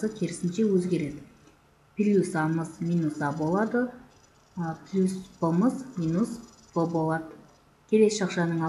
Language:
Kyrgyz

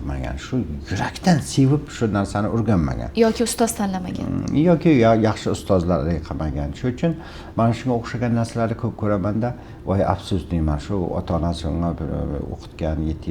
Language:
Uzbek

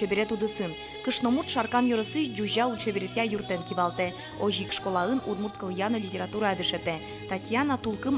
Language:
Udmurt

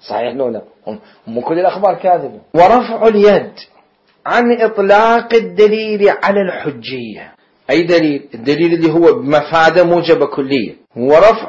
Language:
Mesopotamian Arabic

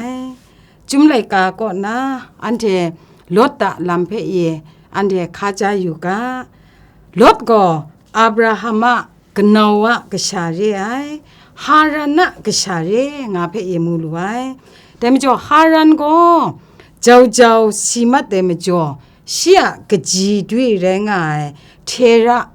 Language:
Kachin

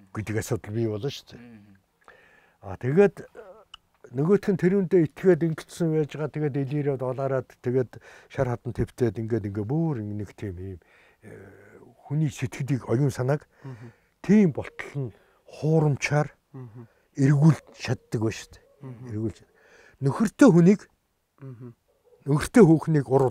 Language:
Mongolian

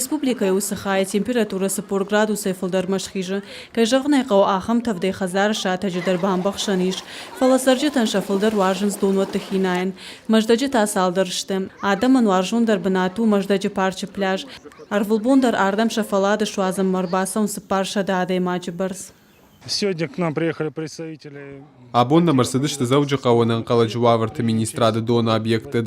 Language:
Ossetic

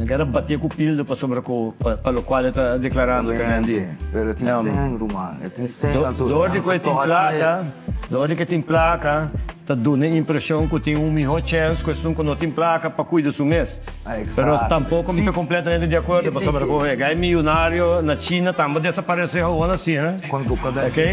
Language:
Papiamento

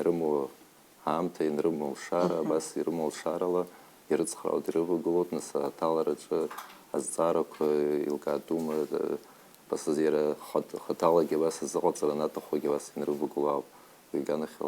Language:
Abkhazian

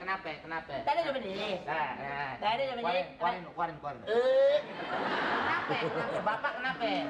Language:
Betawi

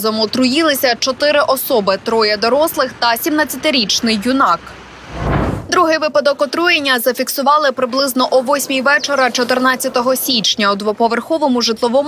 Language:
Ukrainian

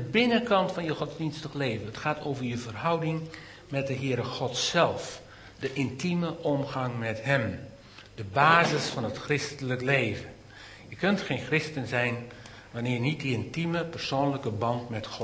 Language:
Dutch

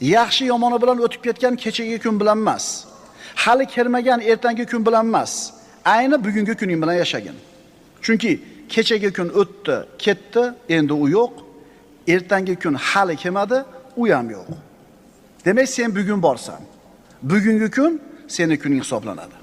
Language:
Uzbek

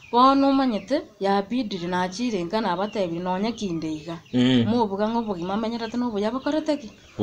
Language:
Gusii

